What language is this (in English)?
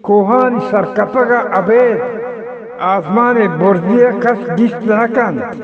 Eastern Balochi